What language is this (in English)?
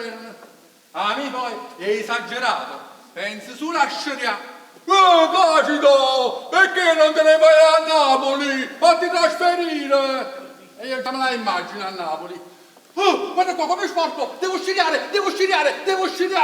Neapolitan